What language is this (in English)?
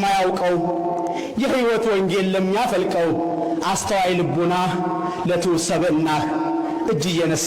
Amharic